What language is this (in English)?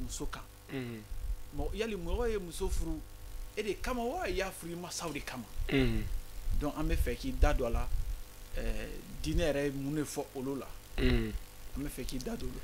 Bambara